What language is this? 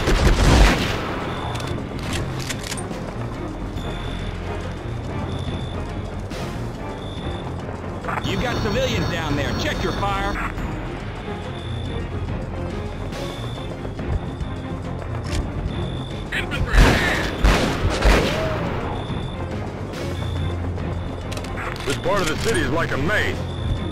English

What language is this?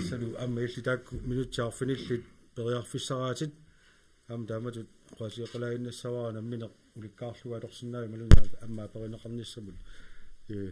Kalaallisut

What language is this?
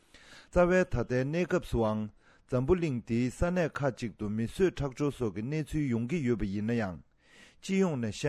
Tibetan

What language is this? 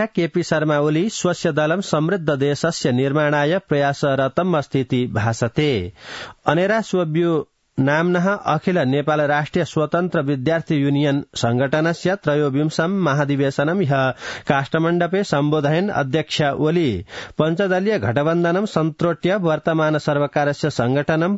Sanskrit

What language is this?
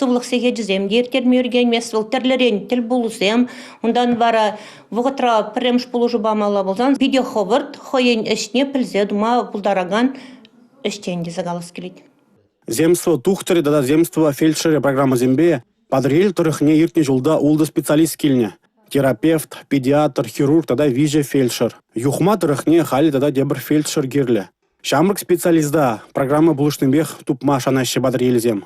Chuvash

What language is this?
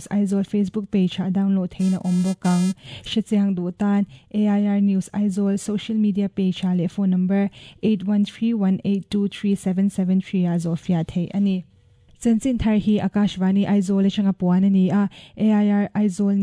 Mizo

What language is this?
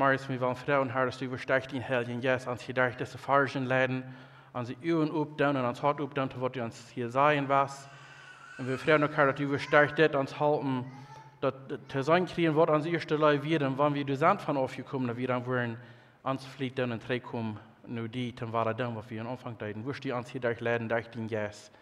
Plautdietsch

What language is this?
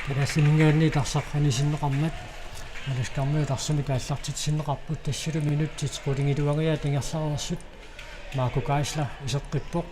Kalaallisut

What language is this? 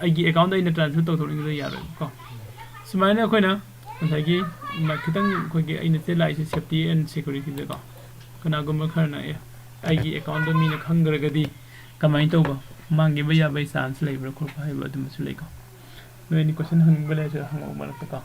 Manipuri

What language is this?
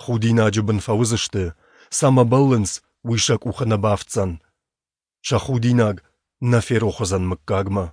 Ossetic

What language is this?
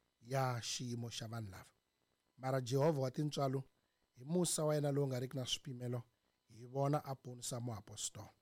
Tsonga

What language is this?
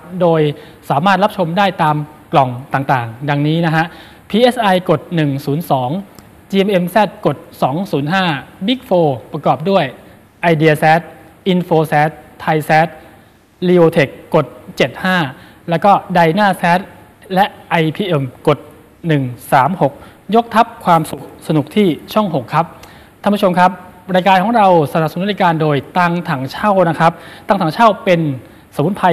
Thai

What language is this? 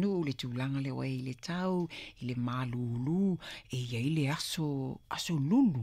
Samoan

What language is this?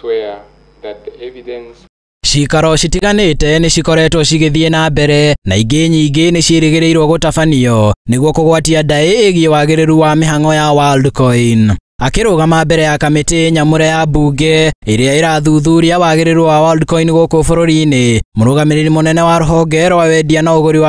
Kikuyu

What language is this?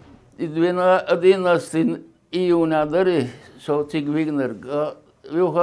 Chechen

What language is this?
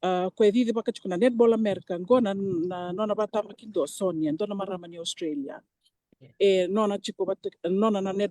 Fijian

